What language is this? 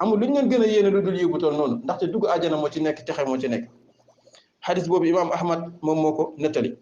Wolof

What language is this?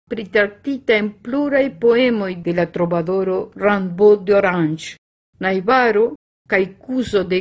Esperanto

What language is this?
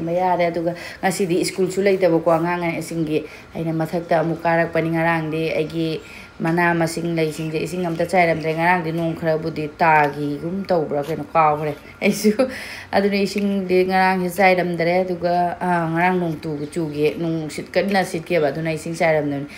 Manipuri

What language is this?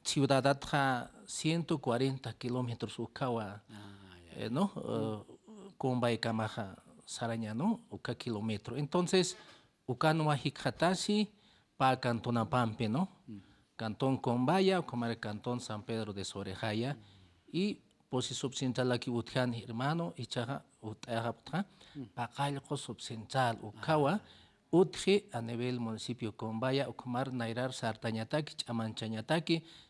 Aymara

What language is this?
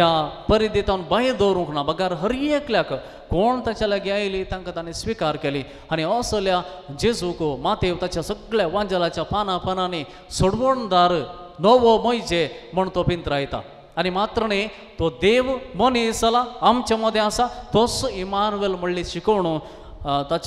Konkani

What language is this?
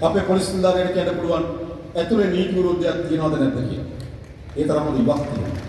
Sinhala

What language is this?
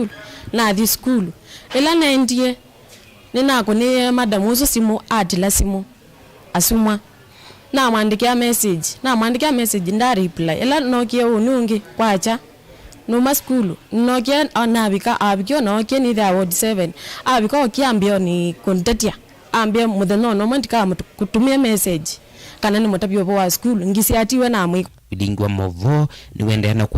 Kamba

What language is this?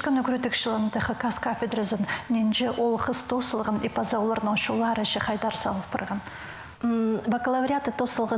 Khakas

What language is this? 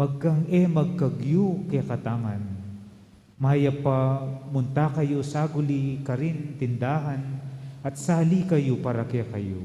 Pampanga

